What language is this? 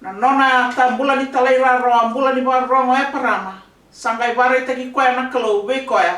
Fijian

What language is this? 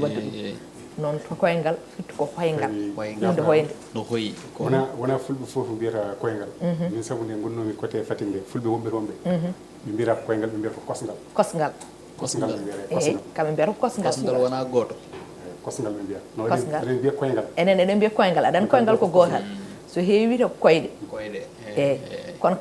Fula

